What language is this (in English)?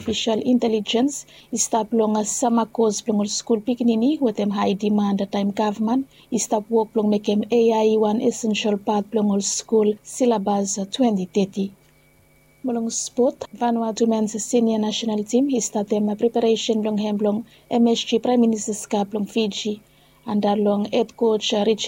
Bislama